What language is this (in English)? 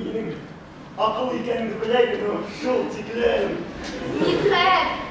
Bashkir